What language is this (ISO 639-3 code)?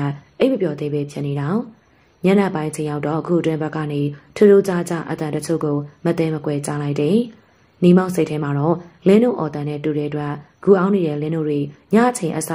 mya